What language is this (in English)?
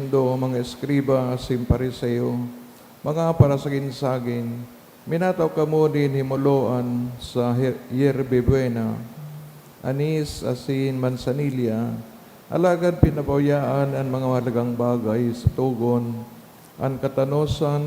Bikol